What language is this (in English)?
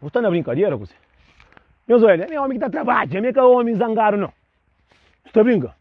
Kabuverdianu